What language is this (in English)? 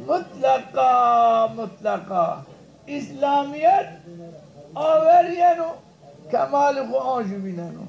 Zaza